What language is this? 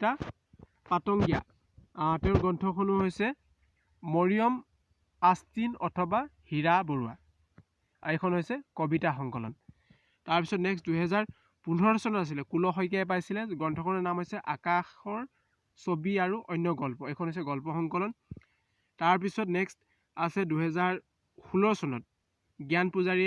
Assamese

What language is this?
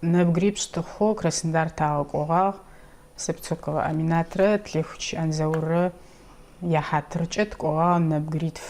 Adyghe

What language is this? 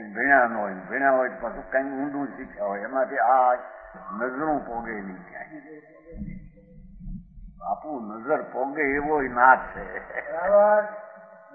Gujarati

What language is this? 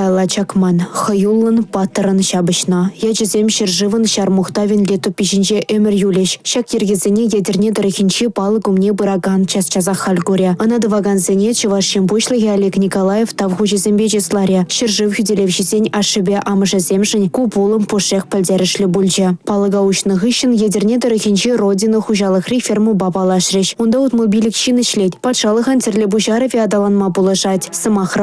Chuvash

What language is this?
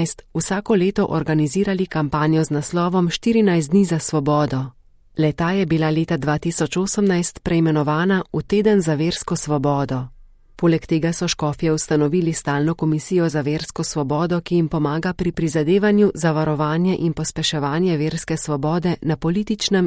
Slovenian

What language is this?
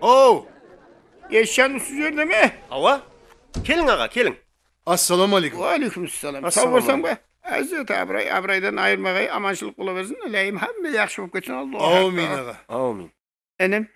Kara-Kalpak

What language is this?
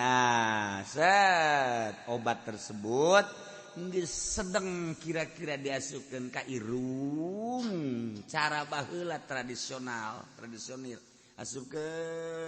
Sundanese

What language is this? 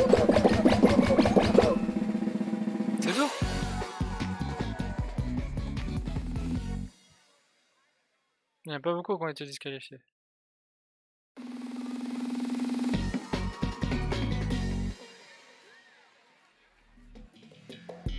French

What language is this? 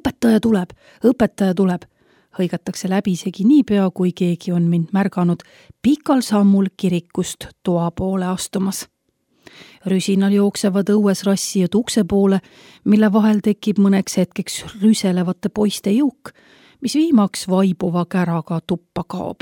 Estonian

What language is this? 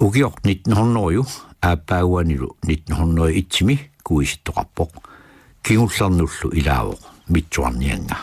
Kalaallisut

